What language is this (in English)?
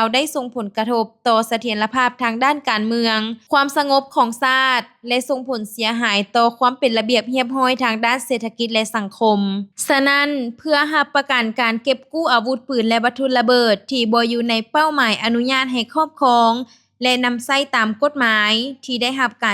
Lao